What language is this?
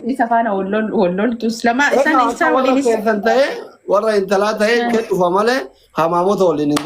Oromo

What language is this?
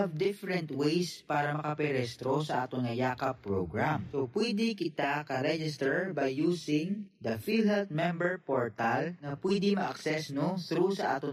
Hiligaynon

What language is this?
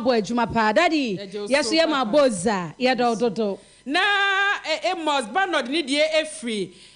Akan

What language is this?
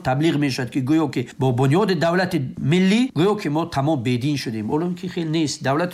Persian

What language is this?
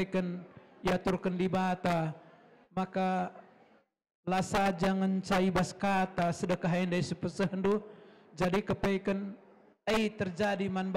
Batak Karo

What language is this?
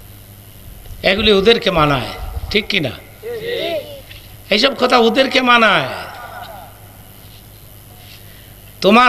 Bangla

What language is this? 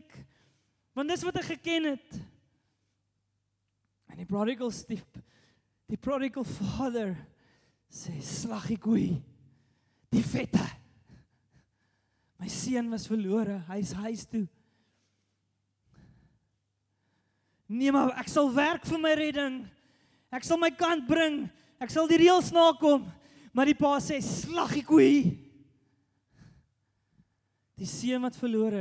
Afrikaans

